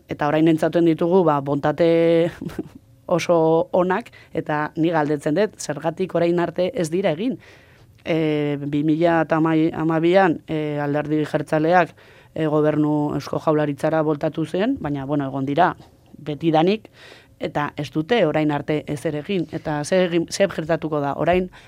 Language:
Basque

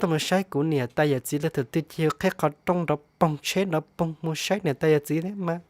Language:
Hmong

